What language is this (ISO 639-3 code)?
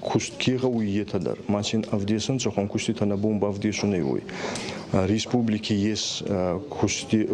oss